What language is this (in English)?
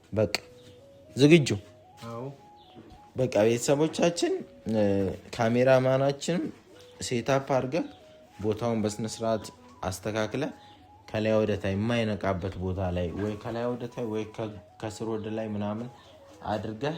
Amharic